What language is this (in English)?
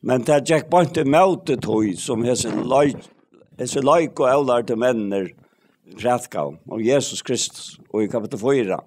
Faroese